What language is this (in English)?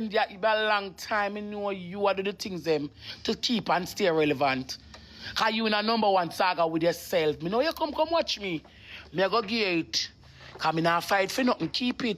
Jamaican Creole English